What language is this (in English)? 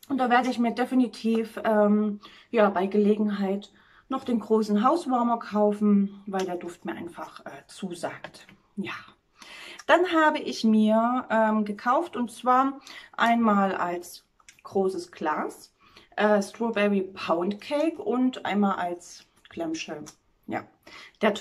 German